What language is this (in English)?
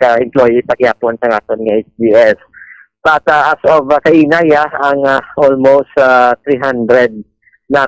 Hiligaynon